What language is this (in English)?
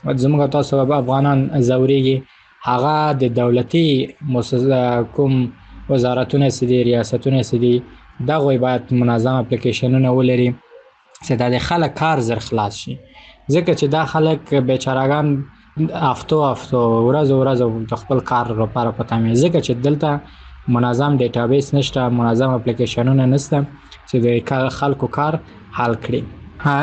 Pashto